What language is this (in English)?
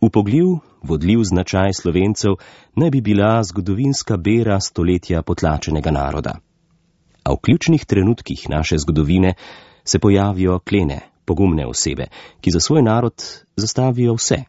Slovenian